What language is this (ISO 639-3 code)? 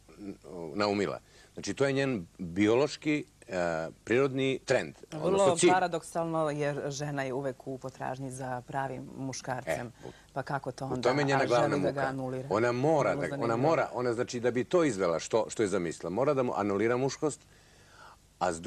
srp